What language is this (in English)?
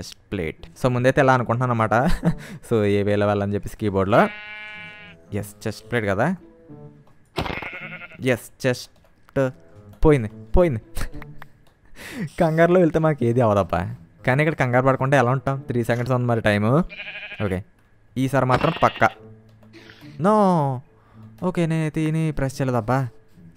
Telugu